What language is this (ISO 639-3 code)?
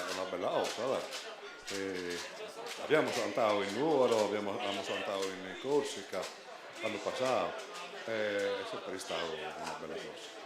srd